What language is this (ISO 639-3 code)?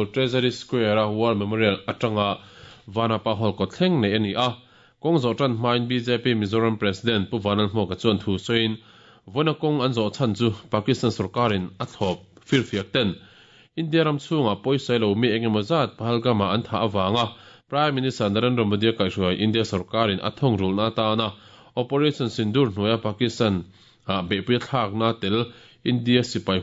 lus